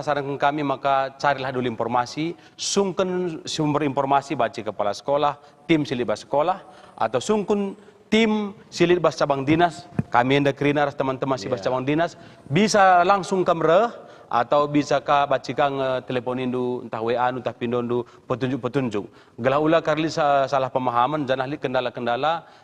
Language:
Batak Karo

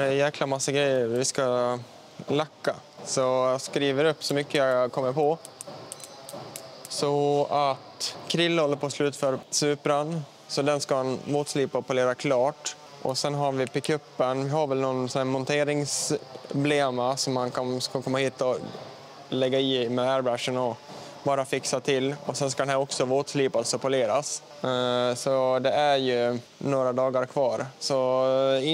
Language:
Swedish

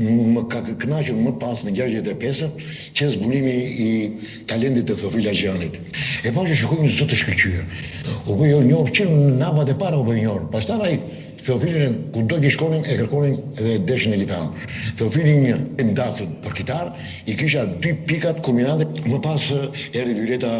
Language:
Albanian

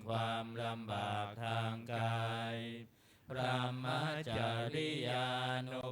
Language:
Pali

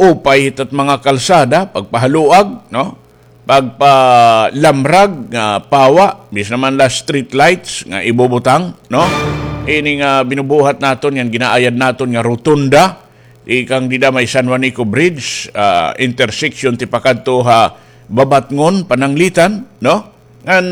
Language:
Waray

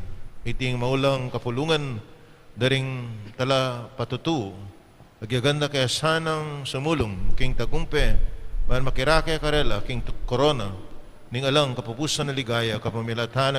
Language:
Pampanga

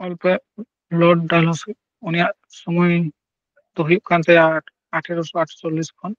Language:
Santali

